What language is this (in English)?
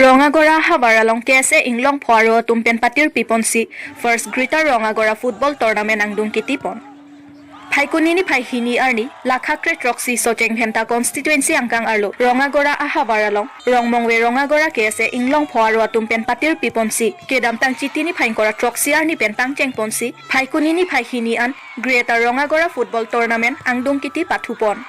Karbi